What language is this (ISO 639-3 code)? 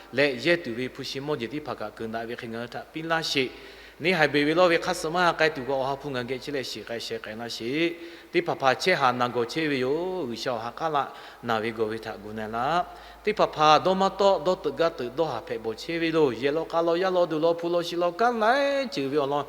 lhu